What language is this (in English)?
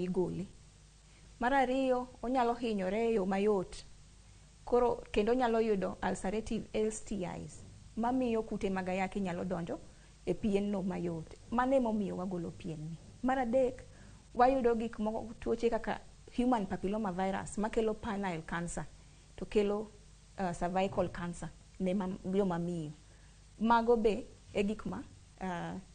Luo (Kenya and Tanzania)